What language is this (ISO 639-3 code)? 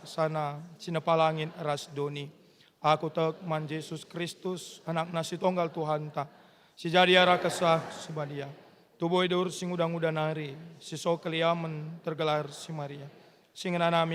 btx